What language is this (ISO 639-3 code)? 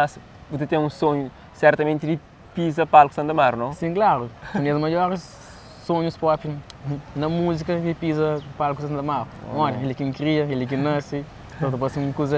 kea